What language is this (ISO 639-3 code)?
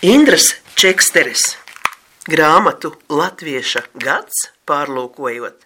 lav